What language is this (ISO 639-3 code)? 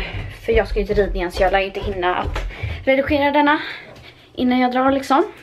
swe